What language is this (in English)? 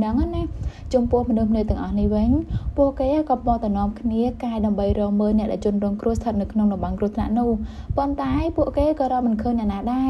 Khmer